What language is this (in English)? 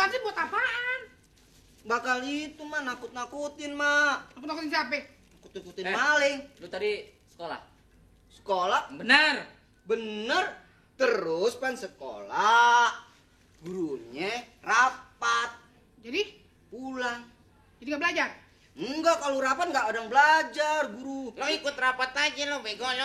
Betawi